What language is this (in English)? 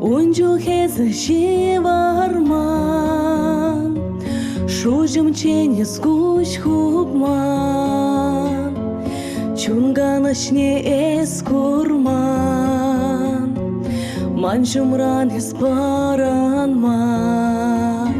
Chuvash